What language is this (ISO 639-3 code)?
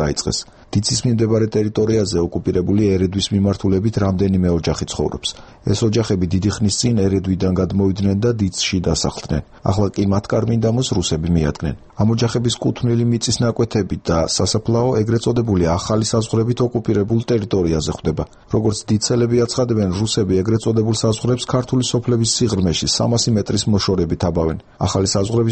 kat